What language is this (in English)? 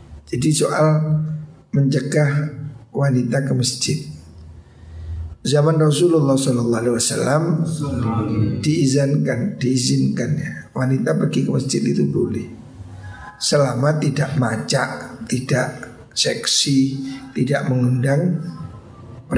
Indonesian